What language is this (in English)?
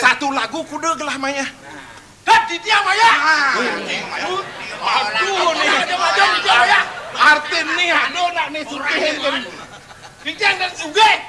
Balinese